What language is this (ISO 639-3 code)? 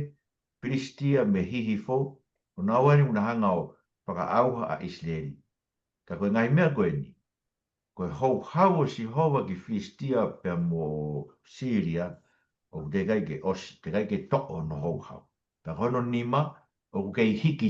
ton